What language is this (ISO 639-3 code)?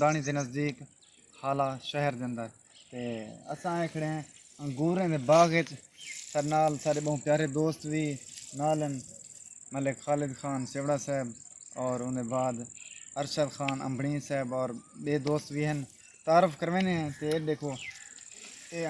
skr